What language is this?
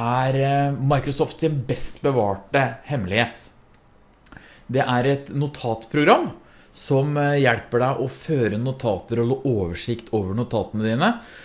Norwegian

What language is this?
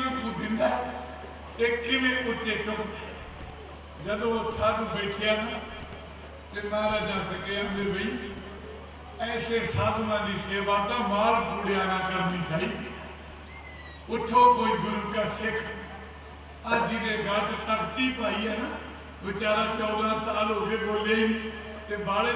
Punjabi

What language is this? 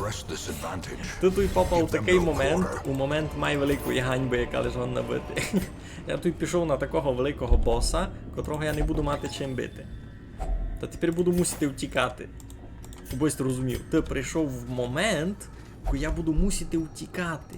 Rusyn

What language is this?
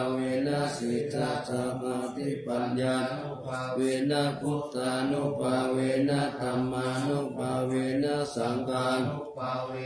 Pali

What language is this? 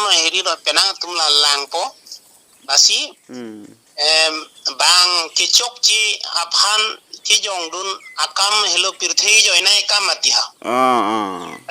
Karbi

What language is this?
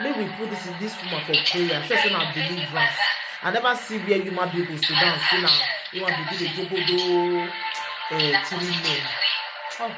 Nigerian Pidgin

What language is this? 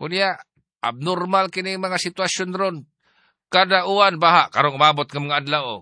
Cebuano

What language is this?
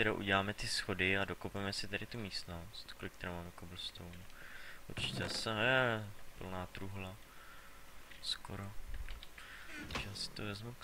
Czech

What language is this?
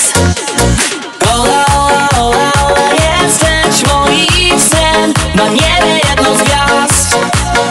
Polish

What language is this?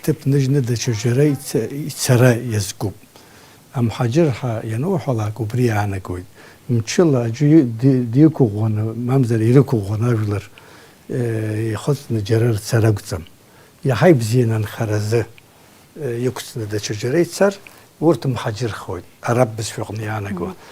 Abkhazian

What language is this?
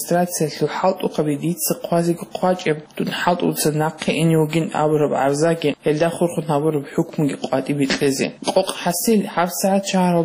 Avaric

